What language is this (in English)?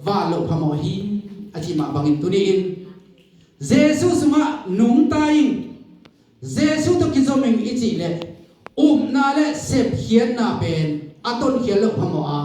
Tedim Chin